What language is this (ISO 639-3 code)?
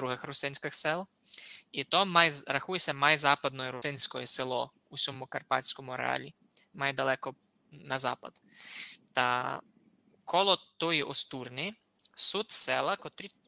rue